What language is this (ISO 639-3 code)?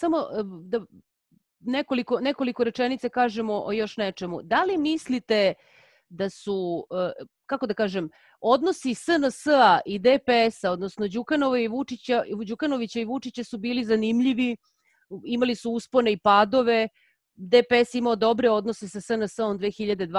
srp